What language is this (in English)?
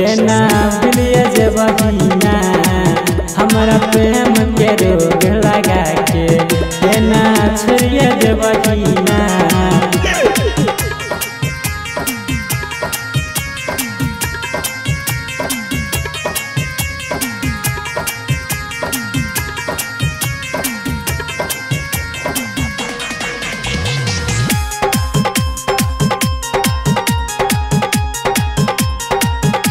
Bhojpuri